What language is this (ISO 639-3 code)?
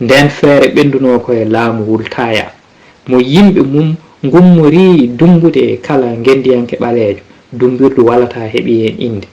ful